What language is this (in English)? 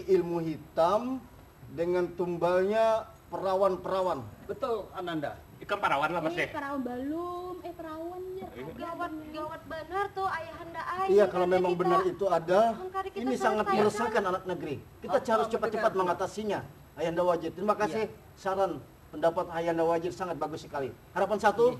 Banjar